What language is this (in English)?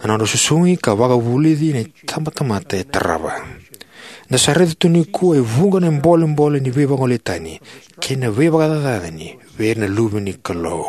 Fijian